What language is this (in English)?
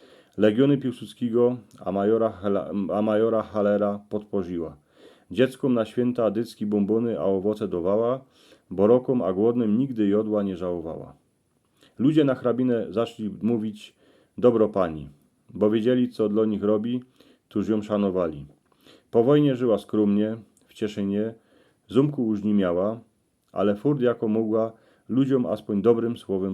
Silesian